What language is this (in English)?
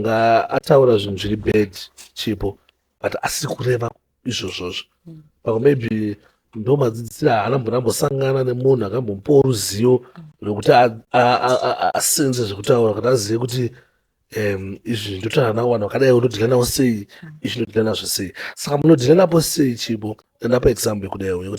Shona